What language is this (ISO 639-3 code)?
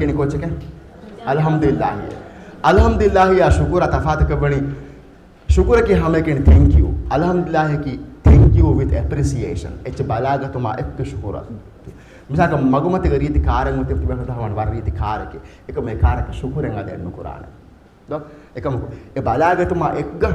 div